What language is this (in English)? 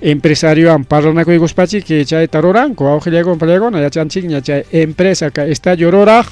Ayacucho Quechua